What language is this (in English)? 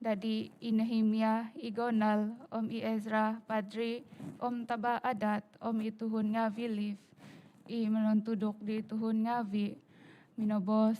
Central Dusun